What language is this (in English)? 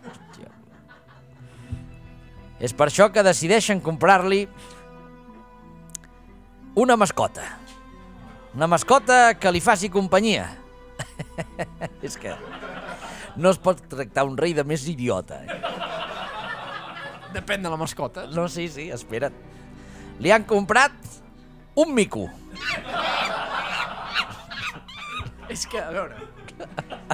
Catalan